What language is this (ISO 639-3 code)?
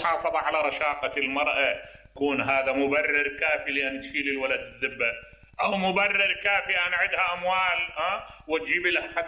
acm